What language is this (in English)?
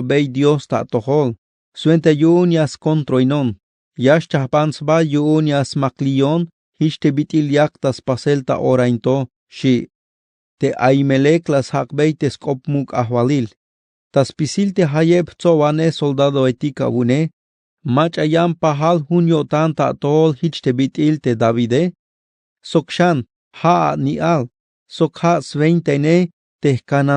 Tzeltal